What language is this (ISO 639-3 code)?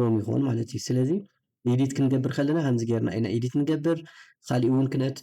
tir